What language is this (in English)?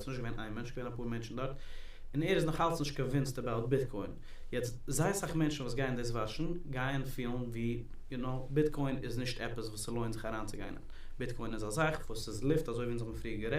Yiddish